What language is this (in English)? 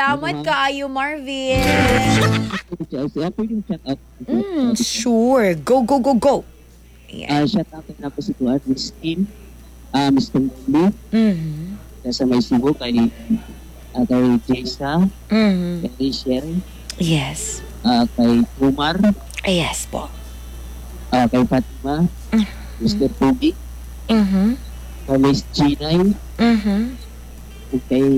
Cebuano